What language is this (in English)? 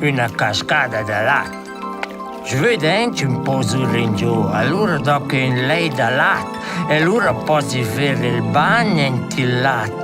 Romansh